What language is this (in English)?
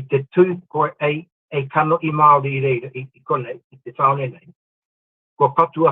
Māori